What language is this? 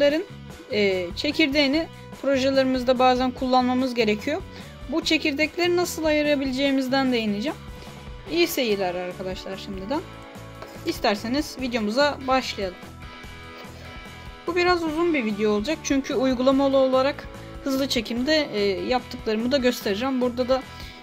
Turkish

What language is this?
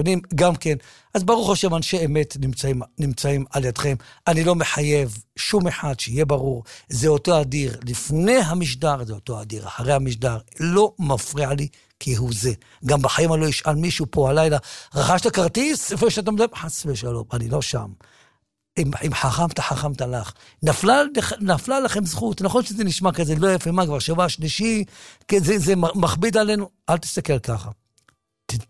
Hebrew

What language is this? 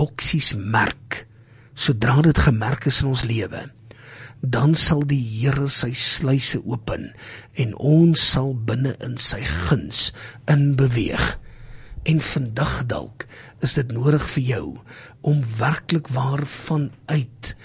Afrikaans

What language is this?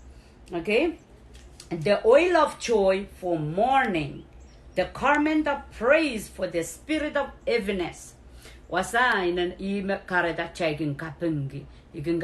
Pohnpeian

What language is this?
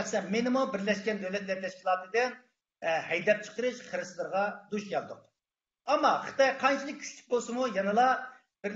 Uyghur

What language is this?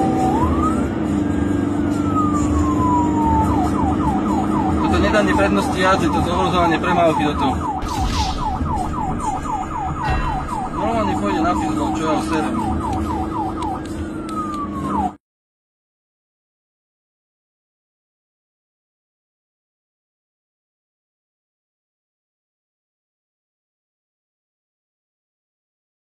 Slovak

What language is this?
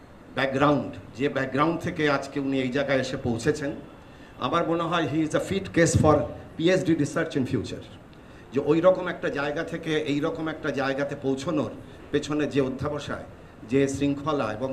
Bangla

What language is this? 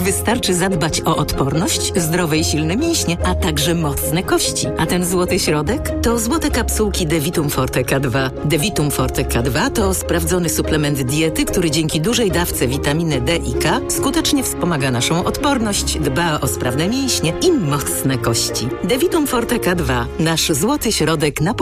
Polish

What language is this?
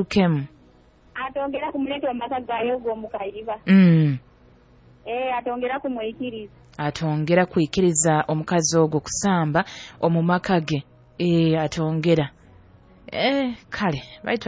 Nyoro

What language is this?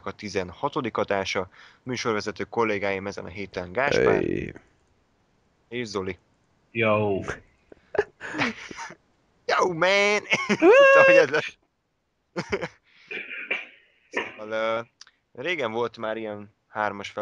Hungarian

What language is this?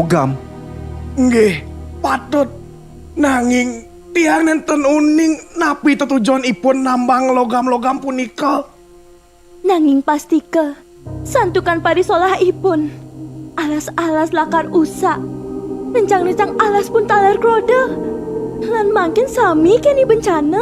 Balinese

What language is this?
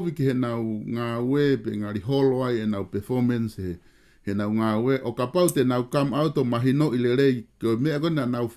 Tongan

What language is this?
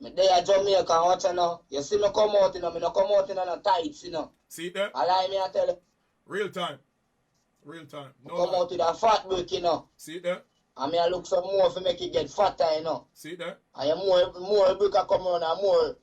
Jamaican Creole English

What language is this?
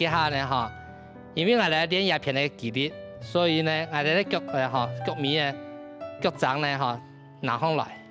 Hakka Chinese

